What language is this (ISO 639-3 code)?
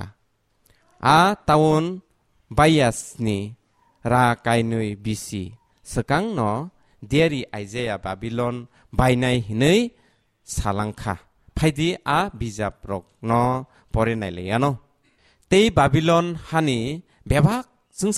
trp